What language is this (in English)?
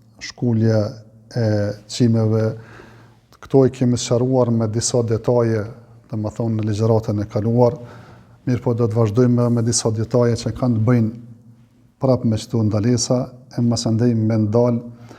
Albanian